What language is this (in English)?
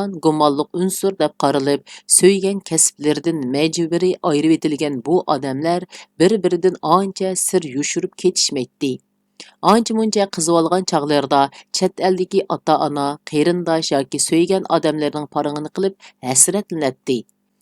Uyghur